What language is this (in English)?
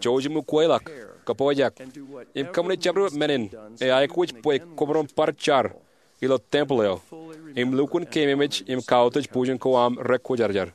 Marshallese